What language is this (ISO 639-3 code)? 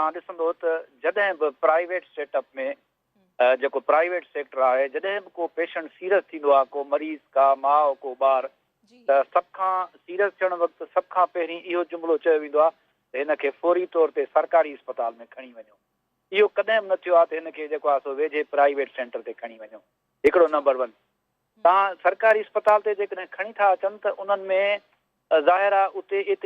snd